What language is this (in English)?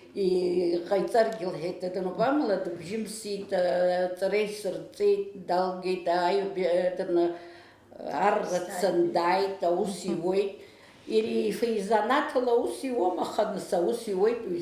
Abkhazian